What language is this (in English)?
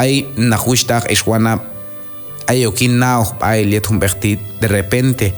Q'anjob'al